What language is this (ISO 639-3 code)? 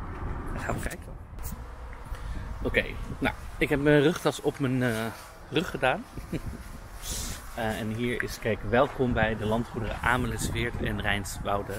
nld